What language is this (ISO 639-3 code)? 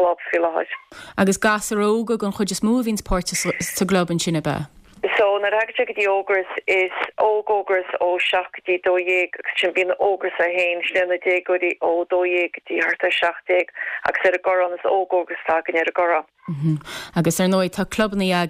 gle